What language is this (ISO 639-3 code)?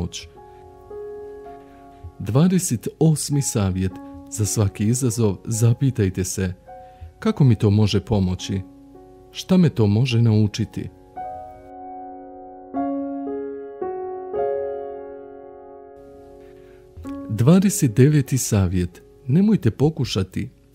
bos